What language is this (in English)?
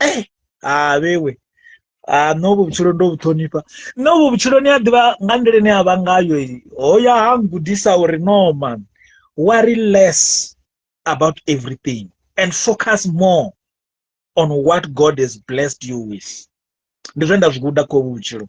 Venda